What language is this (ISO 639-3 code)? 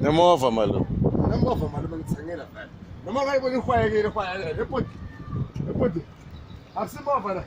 tso